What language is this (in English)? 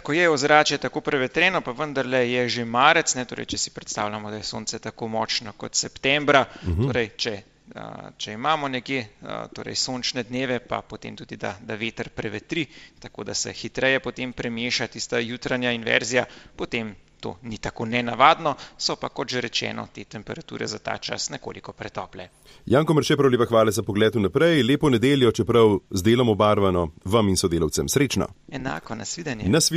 Slovenian